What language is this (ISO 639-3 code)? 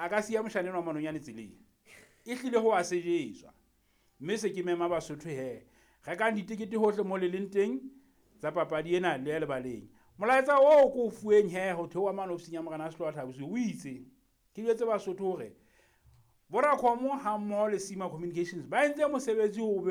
sot